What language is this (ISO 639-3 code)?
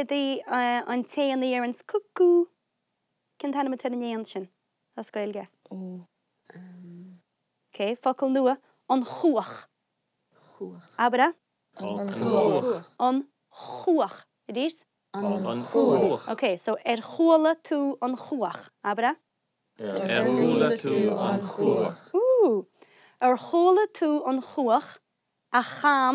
gle